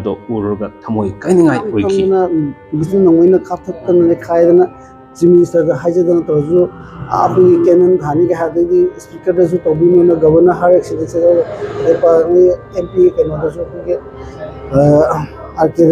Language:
Manipuri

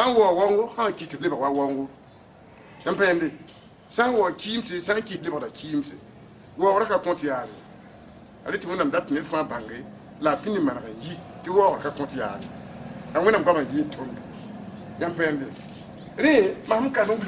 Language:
Mossi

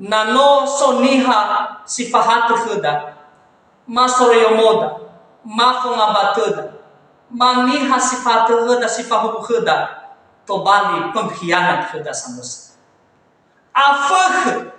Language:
Nias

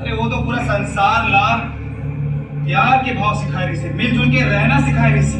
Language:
Chhattisgarhi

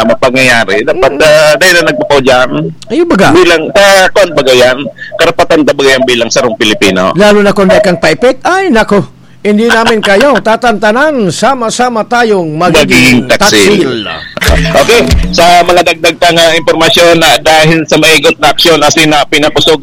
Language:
Bikol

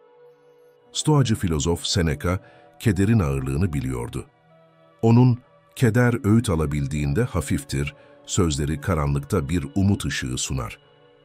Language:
Turkish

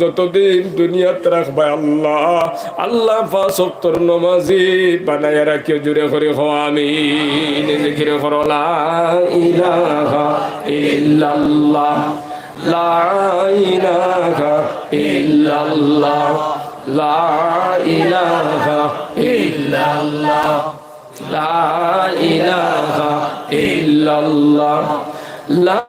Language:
Sylheti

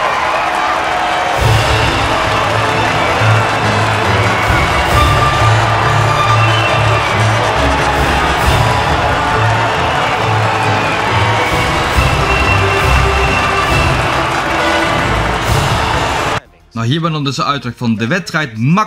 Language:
Dutch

